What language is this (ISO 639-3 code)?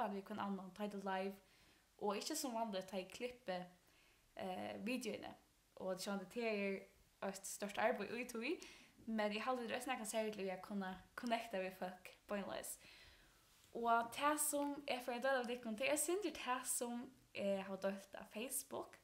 fao